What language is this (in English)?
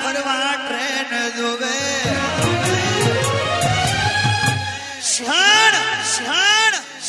Gujarati